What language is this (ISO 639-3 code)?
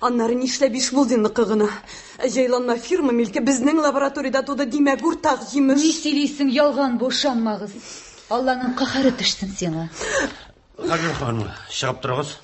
tat